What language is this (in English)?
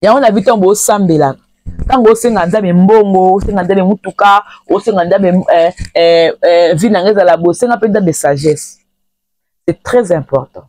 Lingala